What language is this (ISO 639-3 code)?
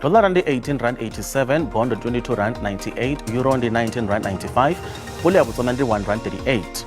ven